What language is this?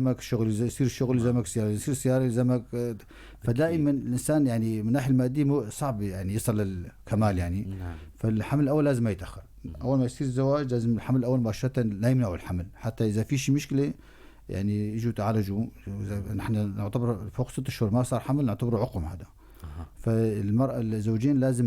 North Levantine Arabic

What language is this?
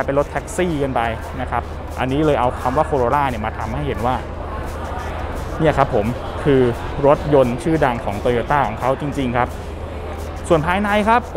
Thai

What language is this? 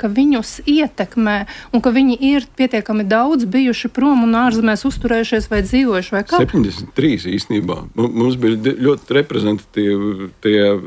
Latvian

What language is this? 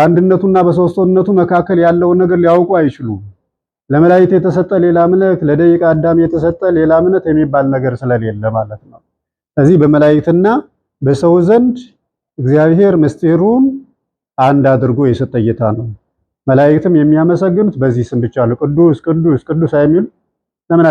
Amharic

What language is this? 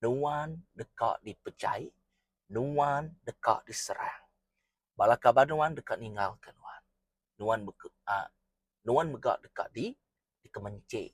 Iban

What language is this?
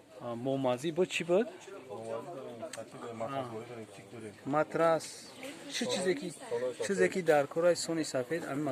Tajik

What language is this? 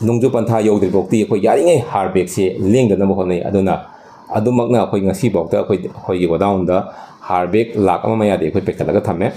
Manipuri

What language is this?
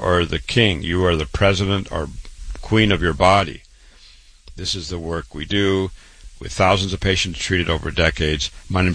English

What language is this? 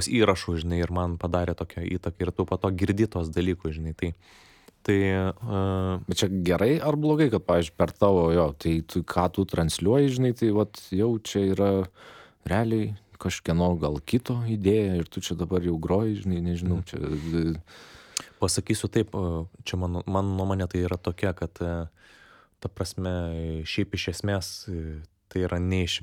Lithuanian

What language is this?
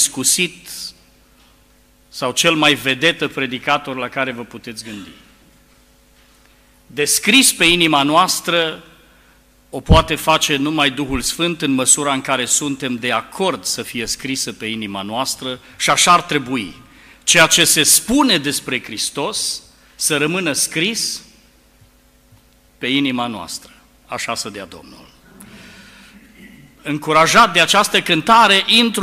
Romanian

